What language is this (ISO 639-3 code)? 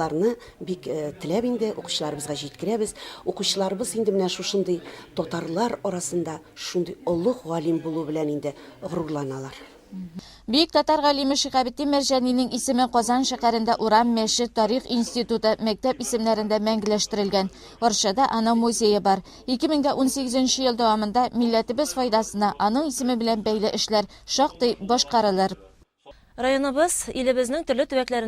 tat